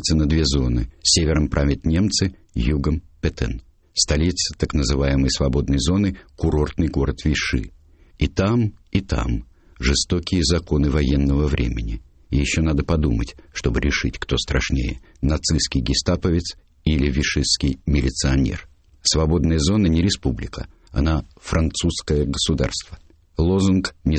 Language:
Russian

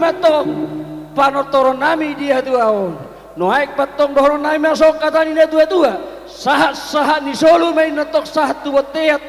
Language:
Batak Toba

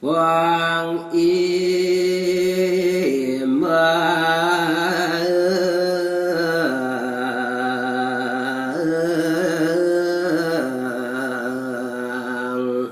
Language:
Balinese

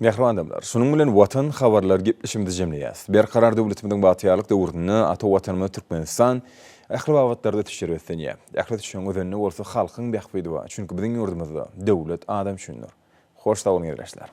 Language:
Turkmen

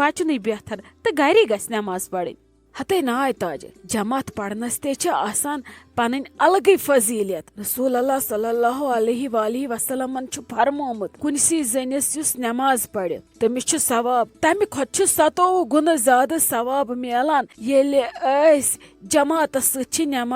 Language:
Kashmiri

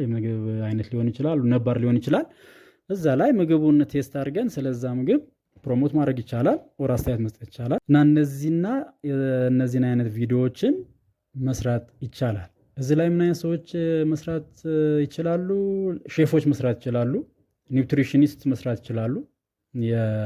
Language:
Amharic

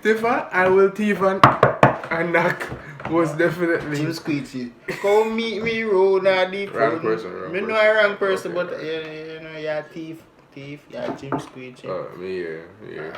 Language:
Jamaican Creole English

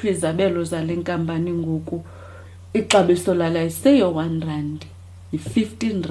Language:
Xhosa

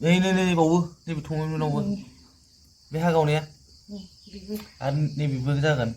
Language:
Bodo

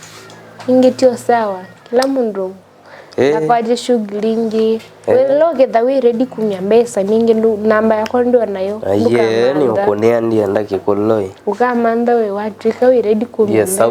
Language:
Kamba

